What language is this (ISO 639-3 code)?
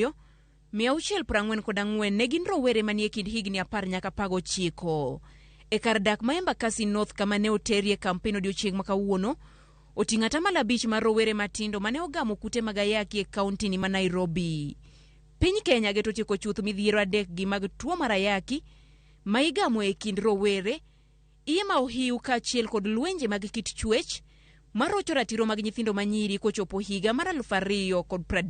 luo